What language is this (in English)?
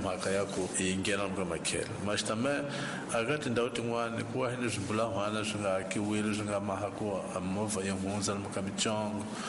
Tsonga